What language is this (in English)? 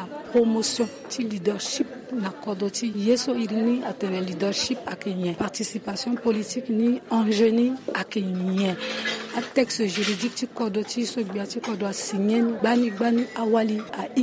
Sango